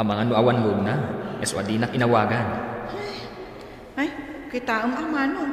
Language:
Iloko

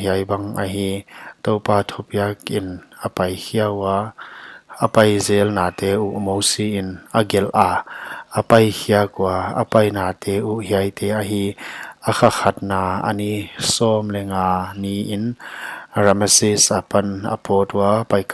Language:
Paite Chin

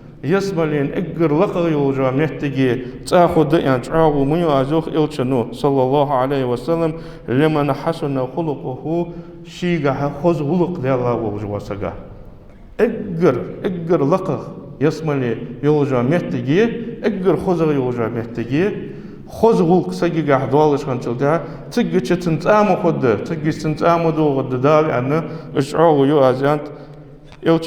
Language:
Ingush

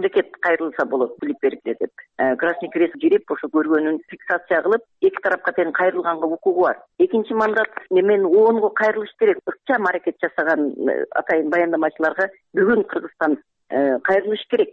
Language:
Kyrgyz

